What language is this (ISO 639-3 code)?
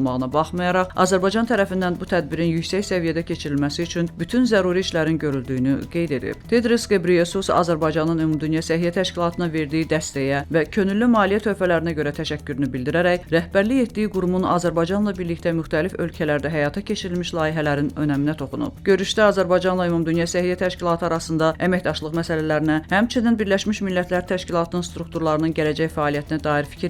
aze